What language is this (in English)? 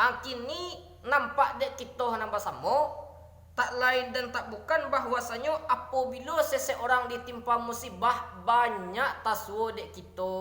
Minangkabau